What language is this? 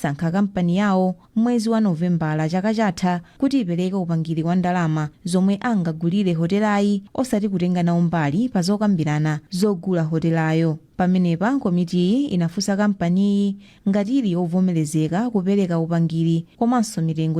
Nyanja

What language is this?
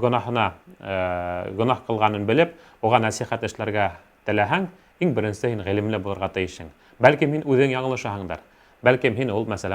Bashkir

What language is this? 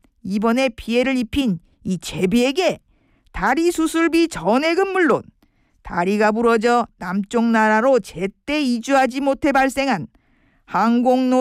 Korean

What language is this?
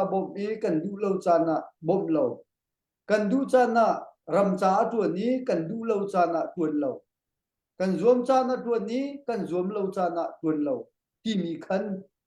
Hakha Chin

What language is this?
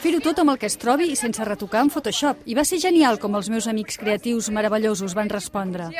Catalan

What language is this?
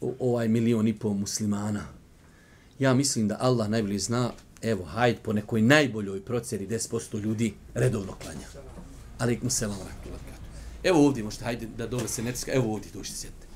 Bosnian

